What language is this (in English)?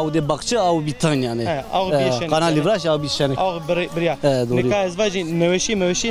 Zaza